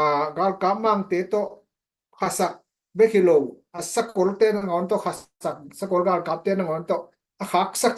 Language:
Tedim Chin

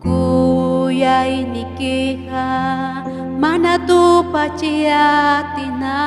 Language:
Ayacucho Quechua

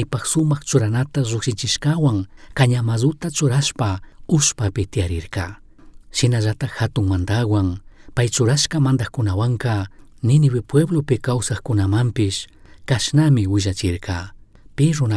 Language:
Chimborazo Highland Quichua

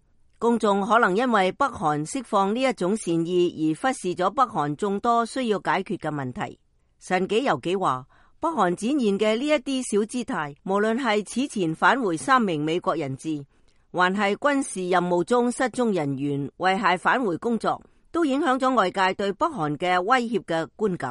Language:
Cantonese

